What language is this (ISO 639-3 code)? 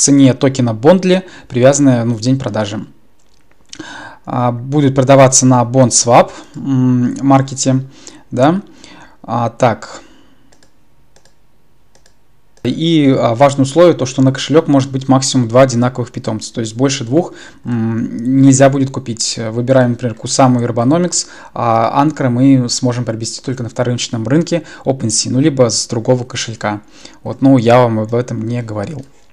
rus